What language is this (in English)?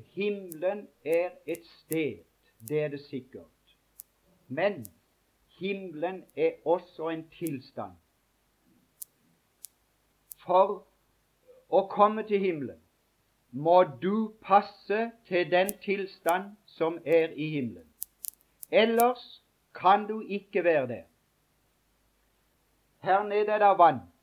Norwegian